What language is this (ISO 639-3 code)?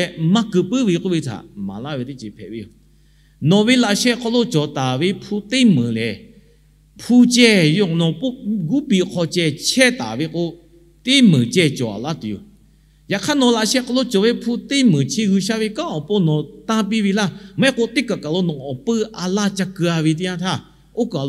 lhu